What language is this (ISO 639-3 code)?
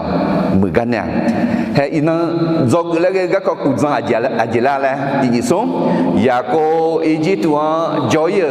ahk